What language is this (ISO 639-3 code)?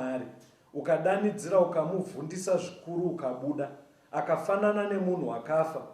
sna